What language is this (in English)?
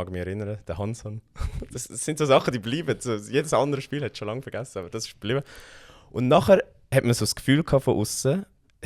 Swiss German